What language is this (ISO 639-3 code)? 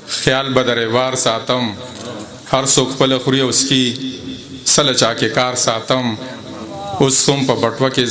pus